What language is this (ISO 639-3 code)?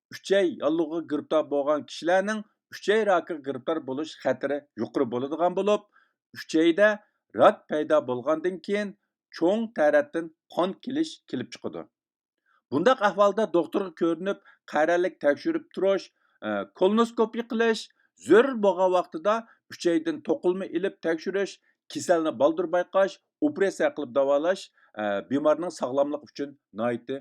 uig